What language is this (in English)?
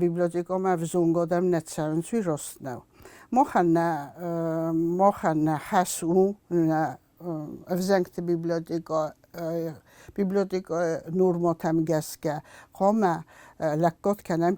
Ossetic